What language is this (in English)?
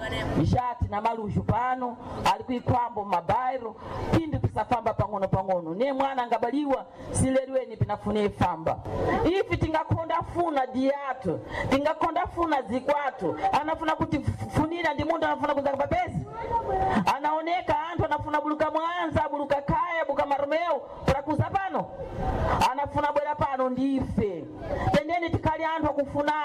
Sena